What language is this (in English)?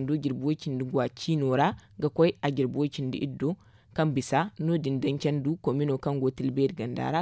Zarma